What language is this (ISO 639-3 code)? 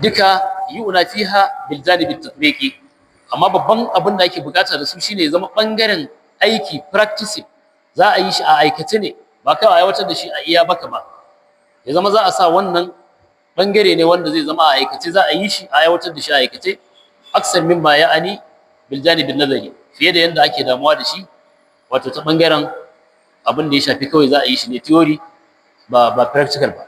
hau